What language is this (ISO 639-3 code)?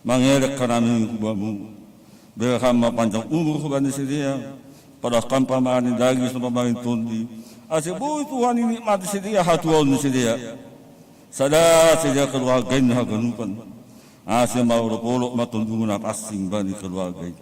bts